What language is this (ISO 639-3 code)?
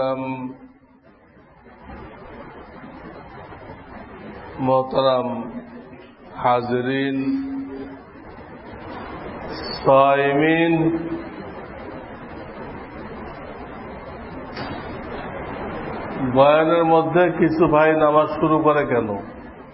ben